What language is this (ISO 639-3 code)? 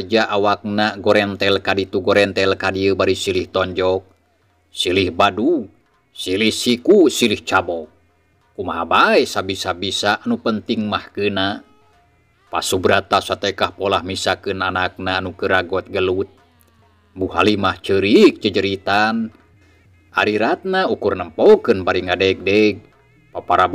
sun